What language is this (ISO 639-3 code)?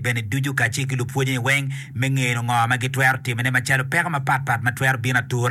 ach